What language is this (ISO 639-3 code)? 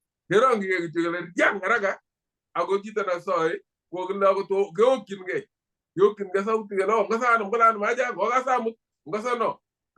kln